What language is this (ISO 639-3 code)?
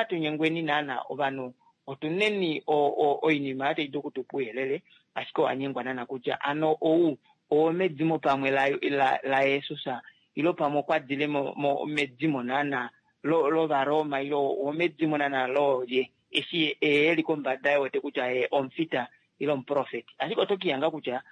kua